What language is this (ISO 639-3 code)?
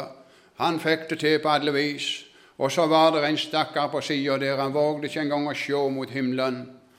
nor